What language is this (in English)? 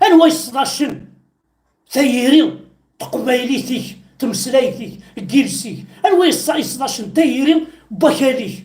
Kabyle